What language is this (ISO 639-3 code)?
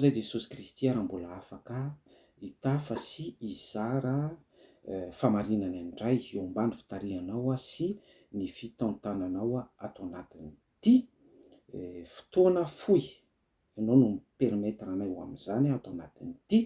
mlg